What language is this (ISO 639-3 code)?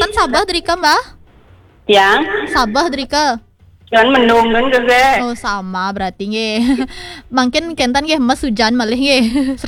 ban